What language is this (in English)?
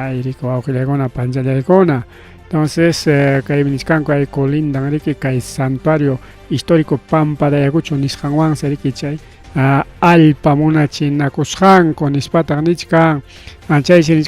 Ayacucho Quechua